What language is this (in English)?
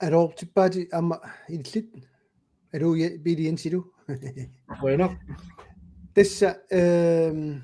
Kalaallisut